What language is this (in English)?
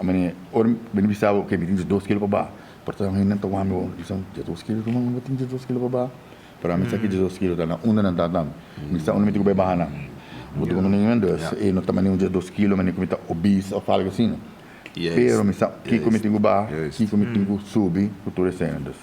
Papiamento